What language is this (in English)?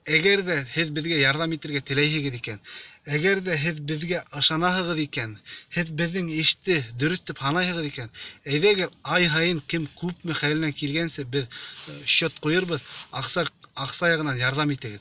Bashkir